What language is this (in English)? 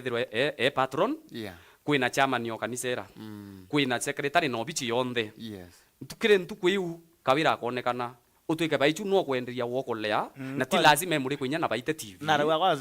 Meru